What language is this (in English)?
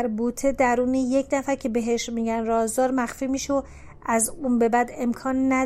Persian